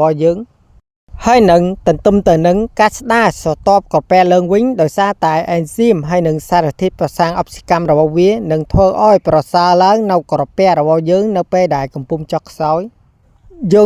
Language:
Khmer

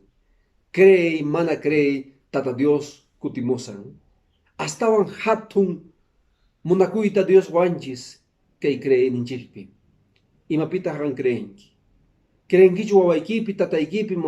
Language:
Quechua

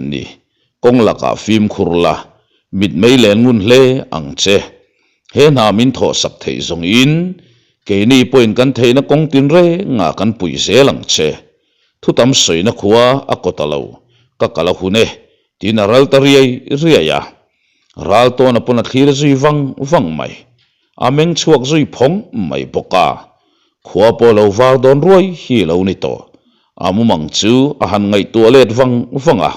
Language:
Mizo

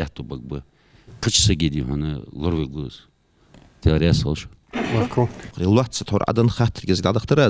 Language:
Ingush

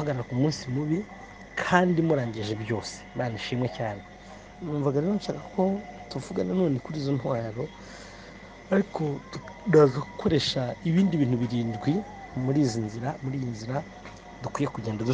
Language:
Kinyarwanda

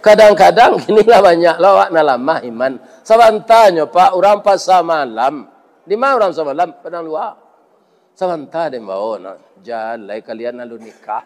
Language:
Minangkabau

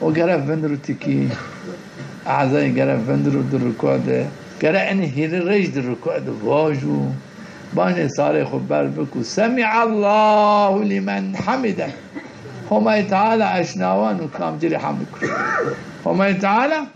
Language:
Zaza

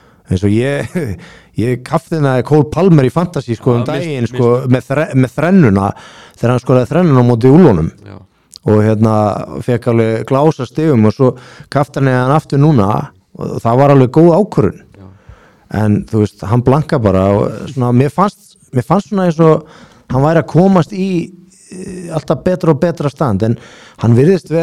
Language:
Icelandic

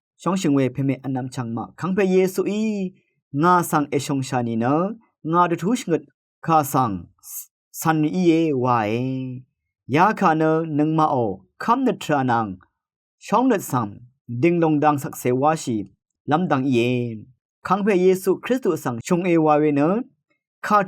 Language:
Rawang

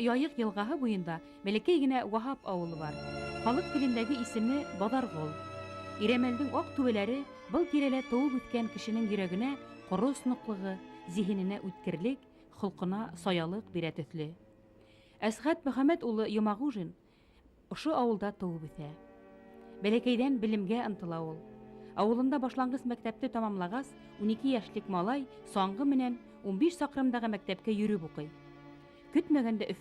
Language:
Bashkir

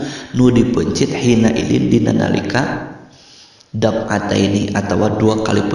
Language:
Sundanese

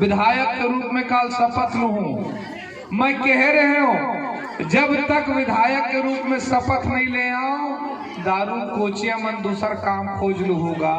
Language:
Chhattisgarhi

